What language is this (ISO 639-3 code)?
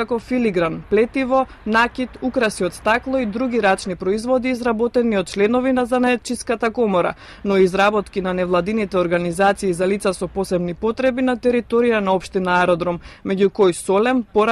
mkd